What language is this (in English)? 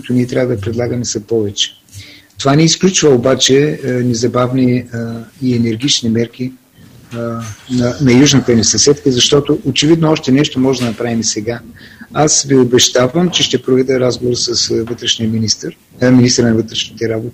Bulgarian